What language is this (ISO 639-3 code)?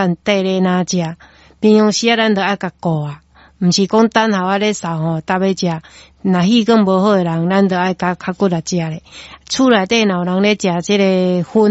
nan